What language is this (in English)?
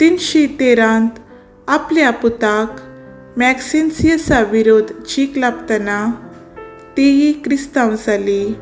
Konkani